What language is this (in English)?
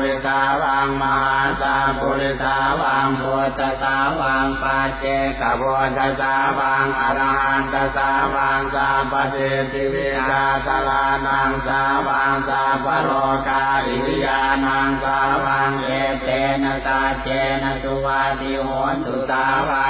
Pali